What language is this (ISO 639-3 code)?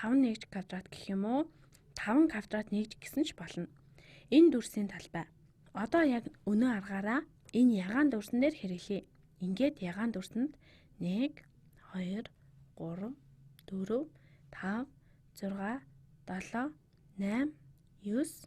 mon